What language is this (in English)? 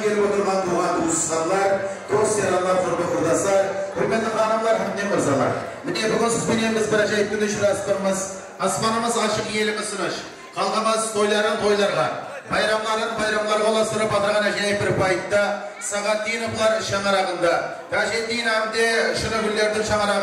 Kara-Kalpak